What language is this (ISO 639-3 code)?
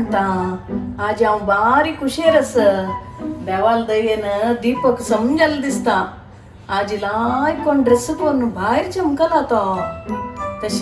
kok